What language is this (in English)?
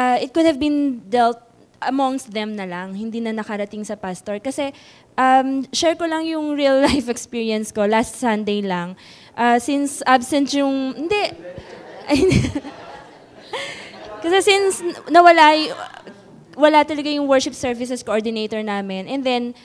Filipino